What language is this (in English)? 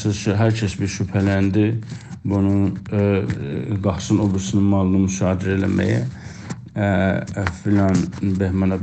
South Azerbaijani